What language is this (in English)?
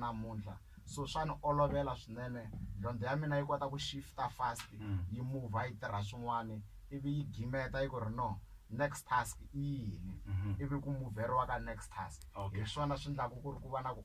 Tsonga